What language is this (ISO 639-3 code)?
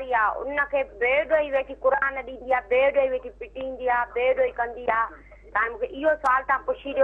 snd